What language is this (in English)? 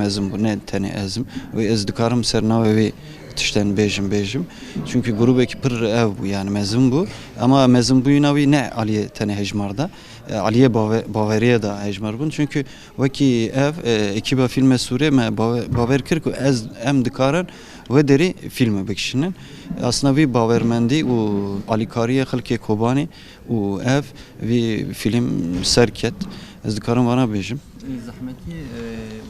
Kurdish